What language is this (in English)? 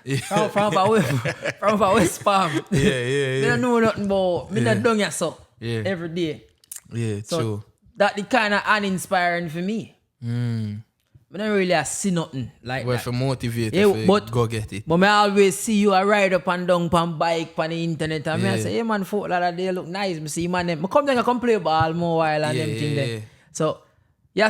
Jamaican Creole English